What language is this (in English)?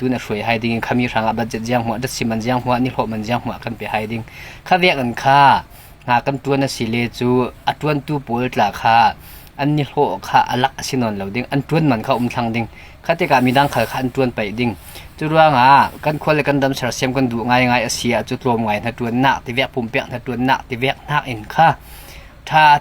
Falam Chin